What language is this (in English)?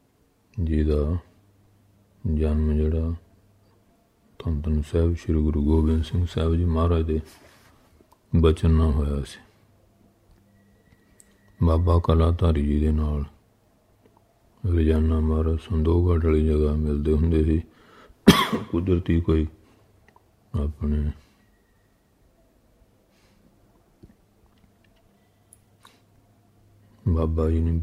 Punjabi